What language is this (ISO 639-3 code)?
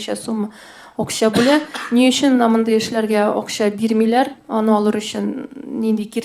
tat